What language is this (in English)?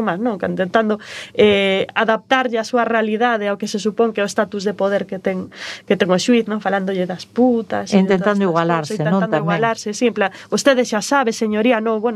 Galician